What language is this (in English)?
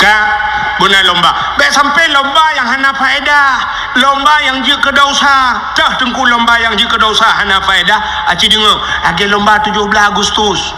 Achinese